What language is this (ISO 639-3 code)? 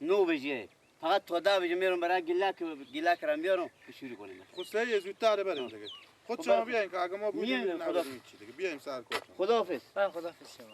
fas